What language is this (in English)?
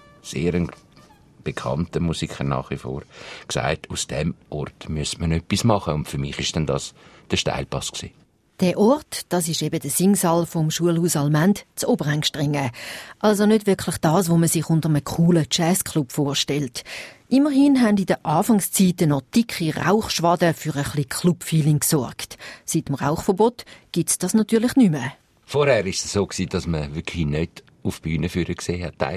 German